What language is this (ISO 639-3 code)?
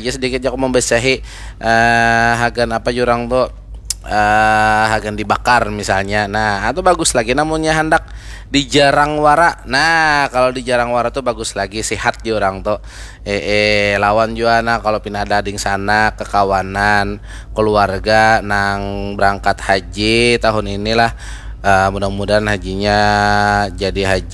bjn